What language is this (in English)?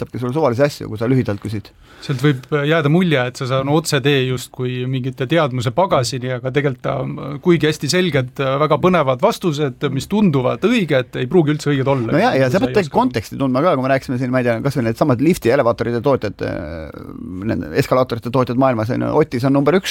Estonian